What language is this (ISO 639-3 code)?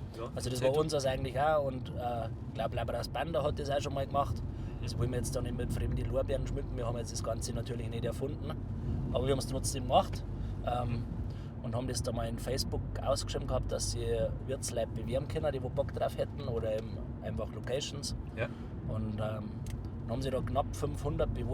bar